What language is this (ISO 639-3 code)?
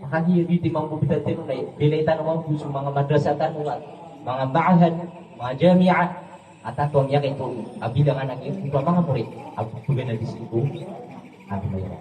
mrw